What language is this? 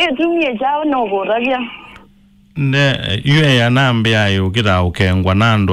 Kamba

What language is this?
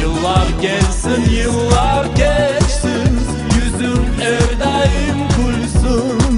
Crimean Tatar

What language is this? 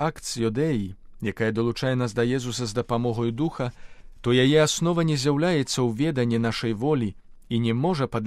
Belarusian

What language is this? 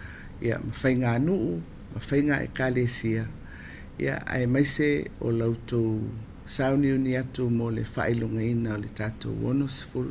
Samoan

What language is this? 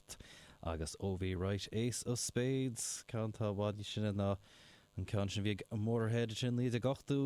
Irish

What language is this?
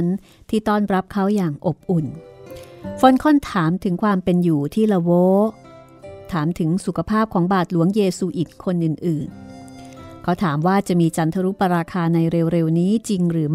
Thai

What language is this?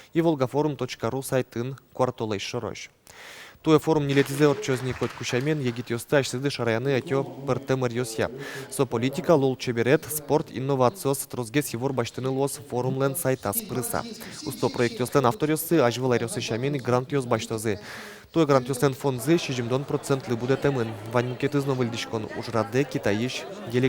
Udmurt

